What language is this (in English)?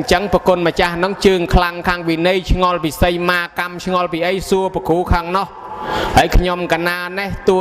Khmer